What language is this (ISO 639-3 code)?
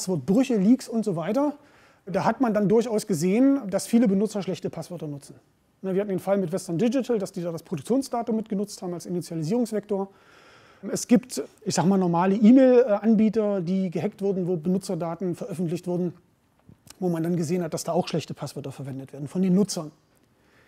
deu